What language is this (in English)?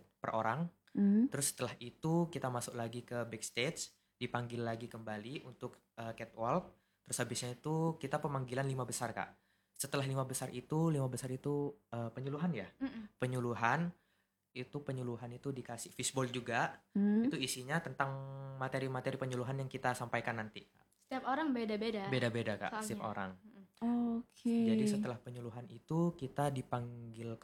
Indonesian